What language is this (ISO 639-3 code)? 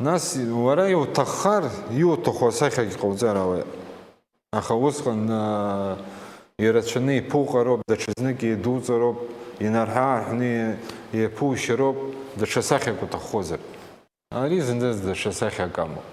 abk